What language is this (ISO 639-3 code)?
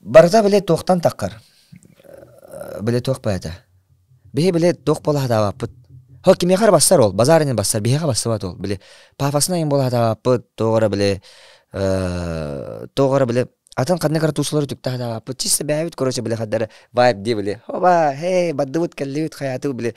sah